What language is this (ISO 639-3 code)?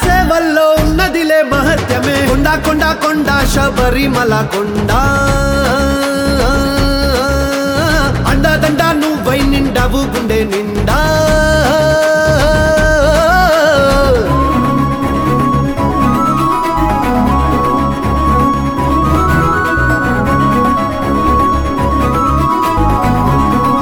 tel